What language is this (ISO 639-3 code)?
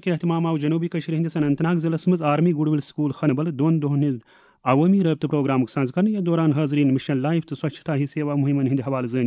kas